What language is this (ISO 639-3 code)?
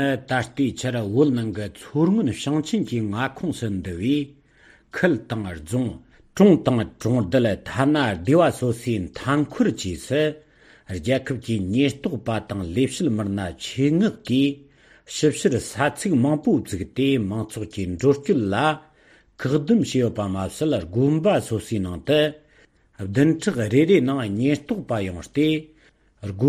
bod